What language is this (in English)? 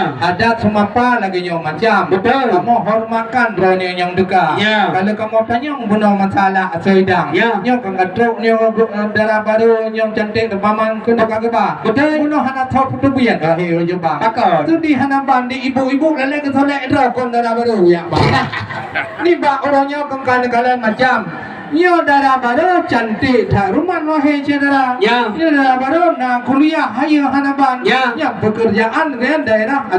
Achinese